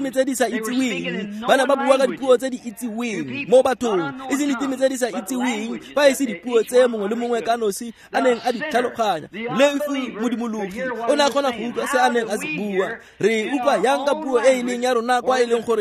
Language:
Tswana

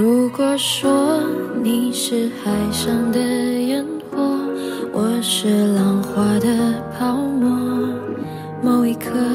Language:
Chinese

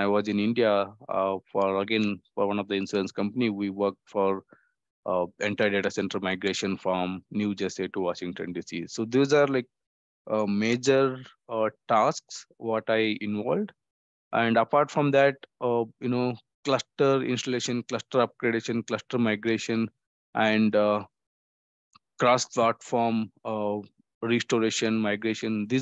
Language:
English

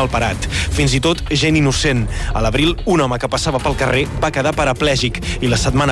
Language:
Catalan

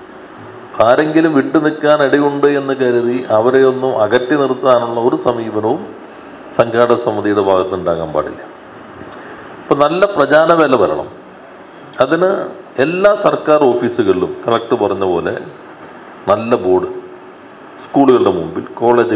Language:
Malayalam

